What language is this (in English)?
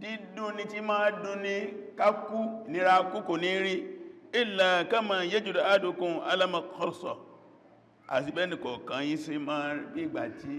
Yoruba